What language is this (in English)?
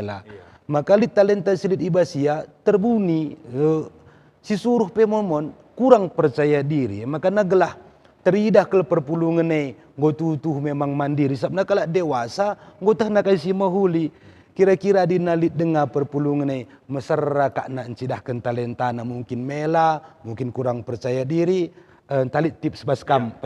Batak Karo